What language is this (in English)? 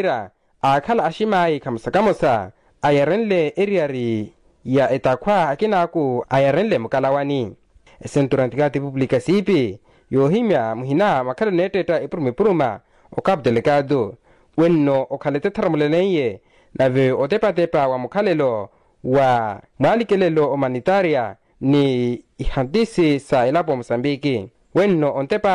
Makhuwa